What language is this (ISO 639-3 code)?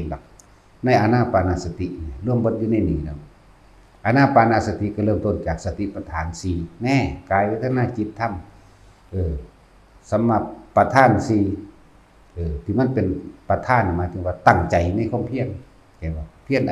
tts